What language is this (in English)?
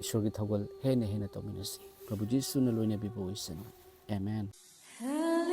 Manipuri